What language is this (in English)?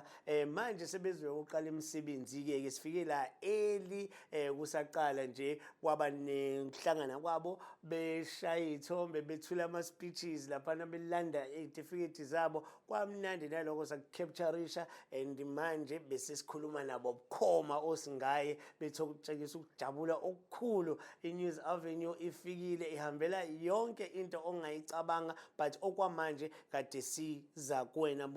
Zulu